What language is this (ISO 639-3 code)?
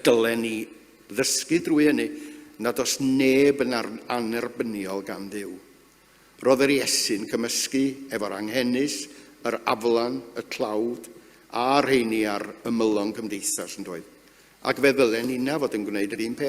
cym